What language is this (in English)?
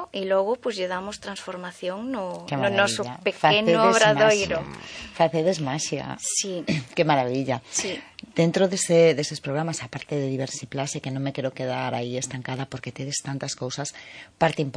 Galician